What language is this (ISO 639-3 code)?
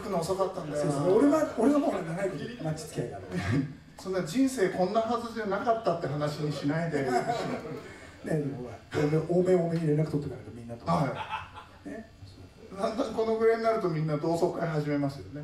jpn